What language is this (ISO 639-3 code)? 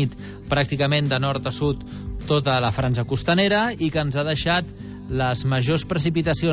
cat